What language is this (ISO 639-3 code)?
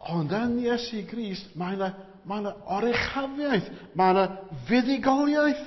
cym